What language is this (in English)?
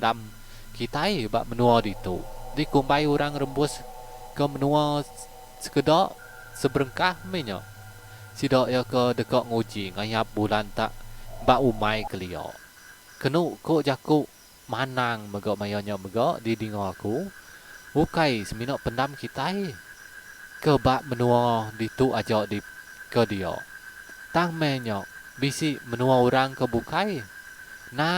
Iban